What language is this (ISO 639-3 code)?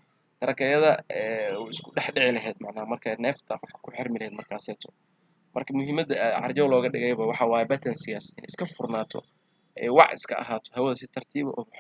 som